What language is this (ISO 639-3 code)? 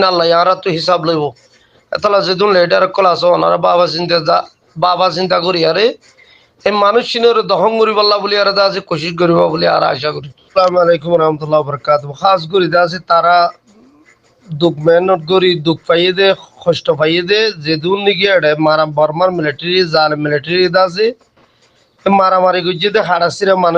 rhg